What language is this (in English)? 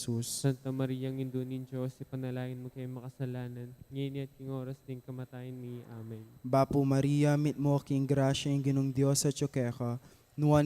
Pampanga